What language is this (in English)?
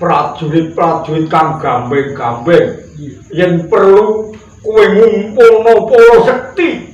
Javanese